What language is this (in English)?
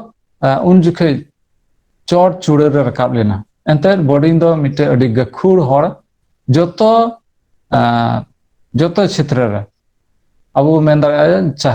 Santali